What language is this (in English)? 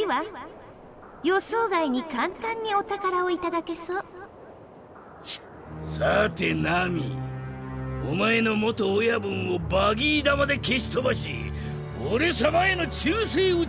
Japanese